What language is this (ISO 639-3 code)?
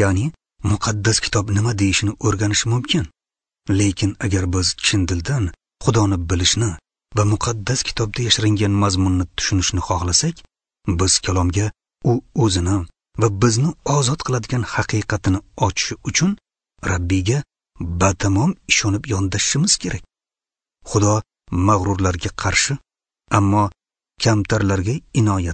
uzb